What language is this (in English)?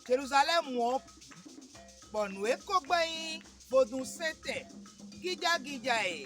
Fon